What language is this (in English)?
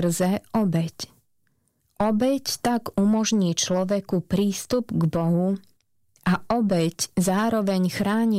Slovak